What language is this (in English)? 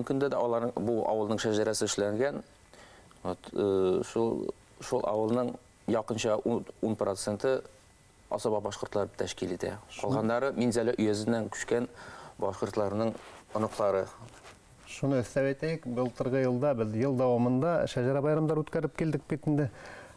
Bashkir